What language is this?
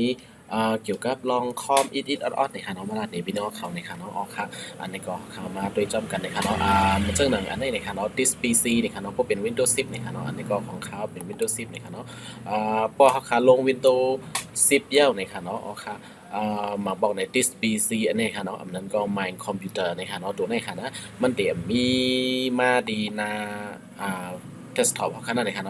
Shan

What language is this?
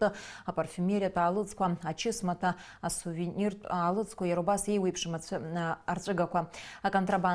Abkhazian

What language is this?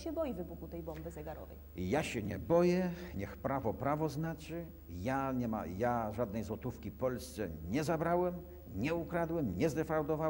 Polish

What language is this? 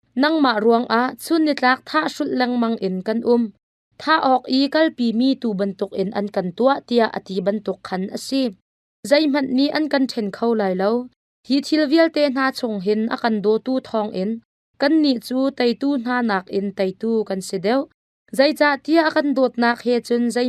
Hakha Chin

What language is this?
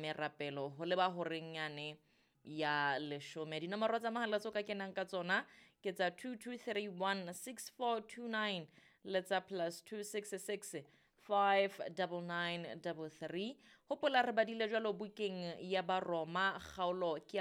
Southern Sotho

